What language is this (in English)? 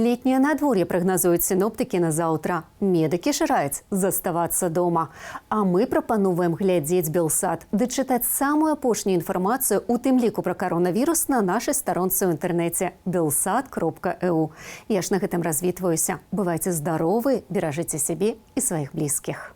Belarusian